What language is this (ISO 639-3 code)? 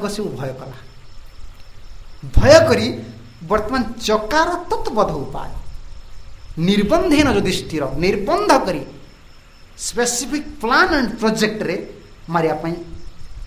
ori